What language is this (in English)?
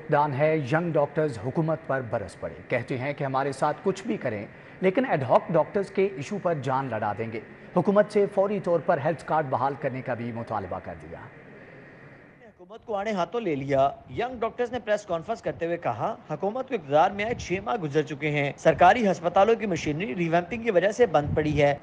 Urdu